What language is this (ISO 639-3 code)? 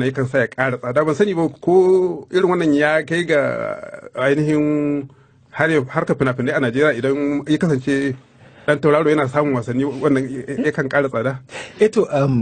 hau